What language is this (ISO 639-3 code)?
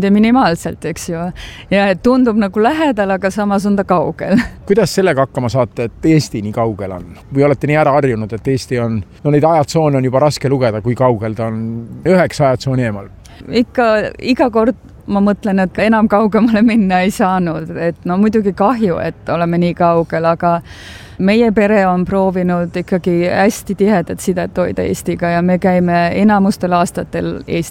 est